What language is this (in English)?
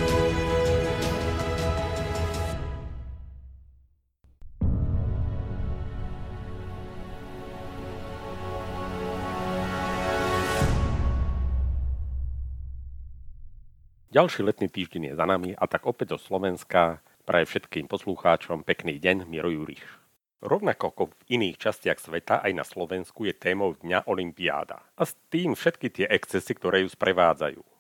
Slovak